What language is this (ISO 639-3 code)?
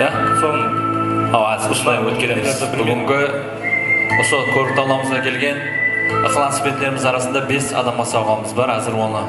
kaa